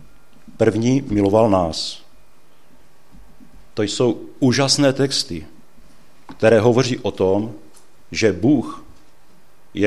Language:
Czech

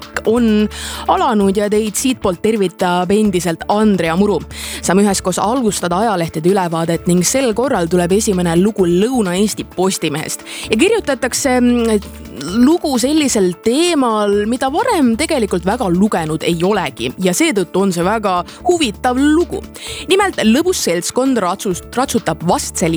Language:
Estonian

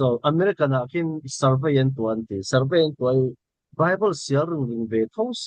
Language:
Falam Chin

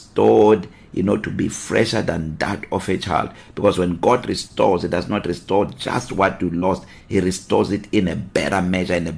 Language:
English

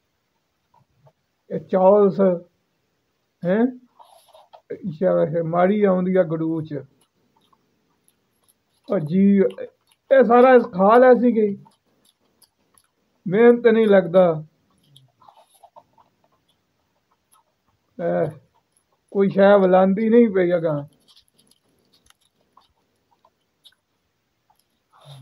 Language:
Punjabi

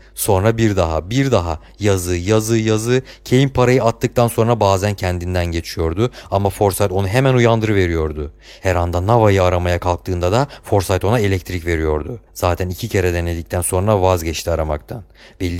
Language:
Turkish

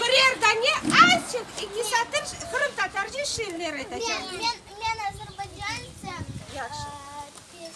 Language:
Crimean Tatar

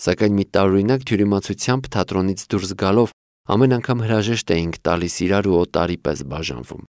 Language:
Armenian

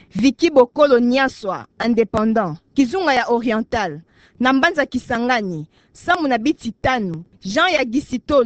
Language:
Kituba (Democratic Republic of Congo)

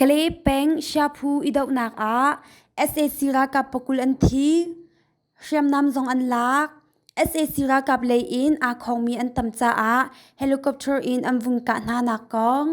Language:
Hakha Chin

